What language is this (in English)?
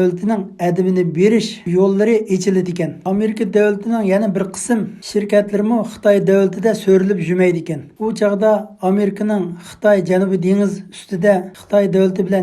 Uyghur